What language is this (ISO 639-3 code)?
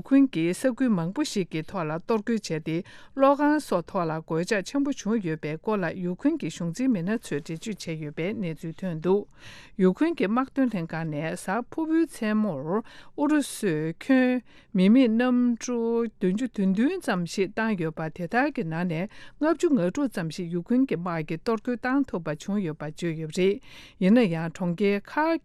bod